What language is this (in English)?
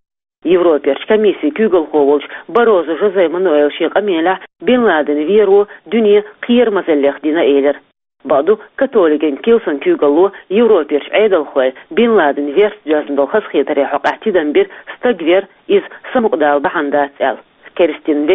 Chechen